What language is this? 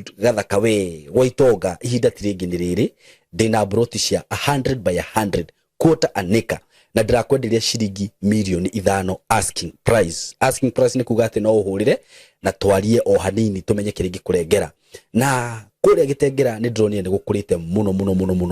Kikuyu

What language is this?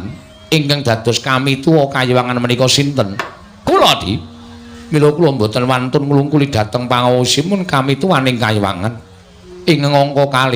Javanese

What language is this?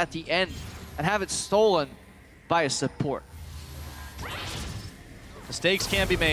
English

